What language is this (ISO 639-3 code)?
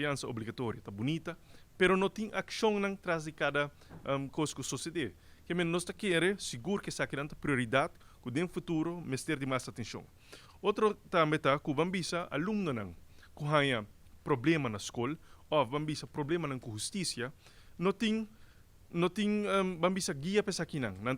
pap